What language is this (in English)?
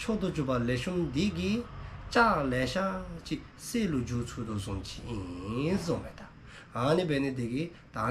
Dzongkha